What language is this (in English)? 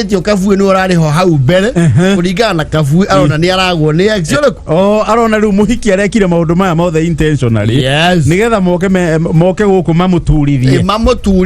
Kikuyu